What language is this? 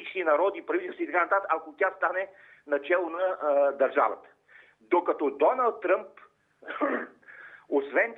Bulgarian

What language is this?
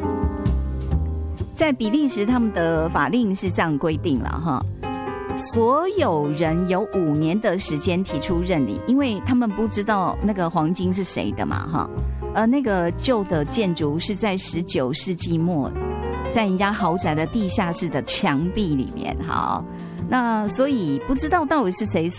Chinese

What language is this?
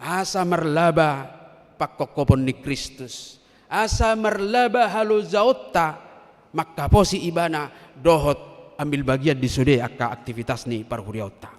Batak Toba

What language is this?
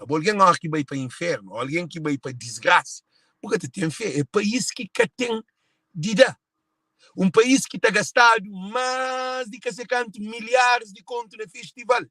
Kabuverdianu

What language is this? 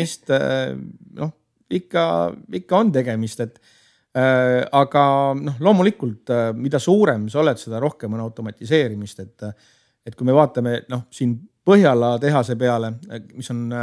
Estonian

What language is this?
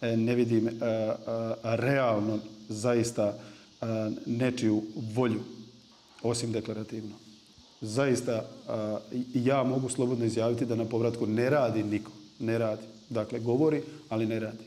Bosnian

